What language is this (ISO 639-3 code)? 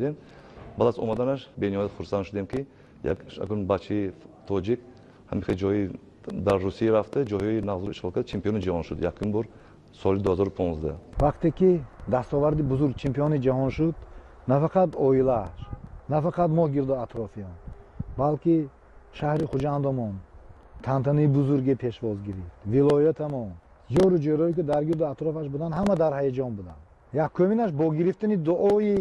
tgk